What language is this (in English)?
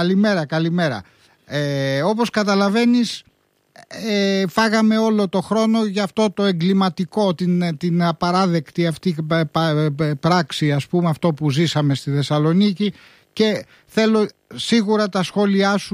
Greek